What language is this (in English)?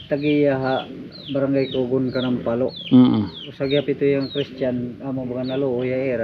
Waray